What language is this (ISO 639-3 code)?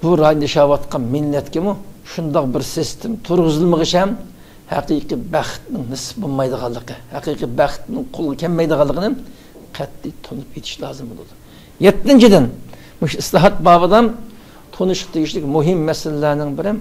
uig